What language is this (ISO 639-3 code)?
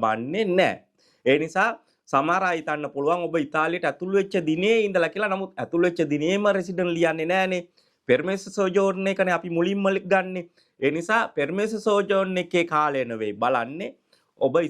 sin